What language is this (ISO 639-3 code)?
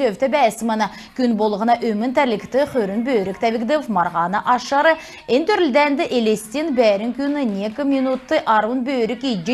xal